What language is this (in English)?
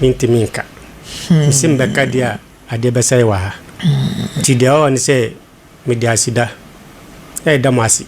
Akan